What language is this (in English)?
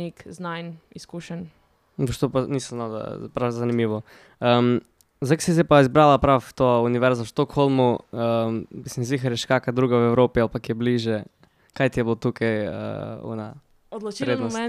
Slovenian